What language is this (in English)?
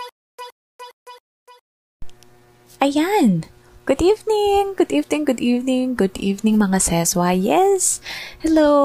Filipino